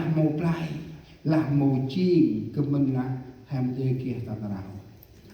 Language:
Central Mnong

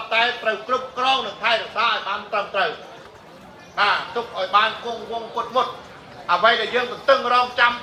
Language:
Khmer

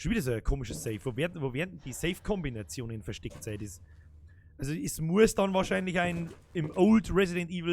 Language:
Bavarian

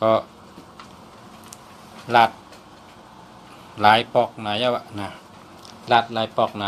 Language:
Shan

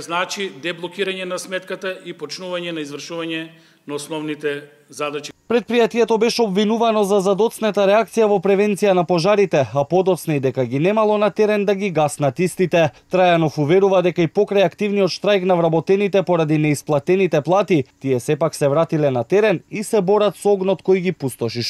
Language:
Macedonian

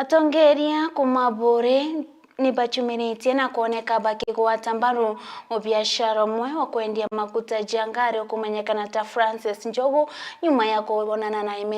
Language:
Meru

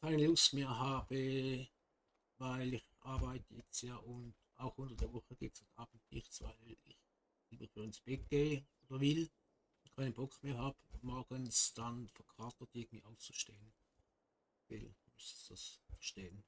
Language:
Swiss German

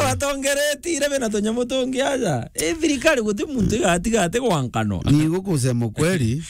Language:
Meru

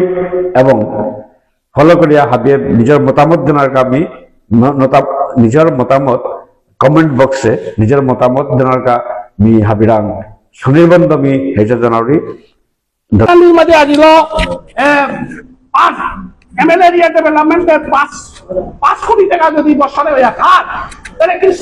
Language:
Bishnupriya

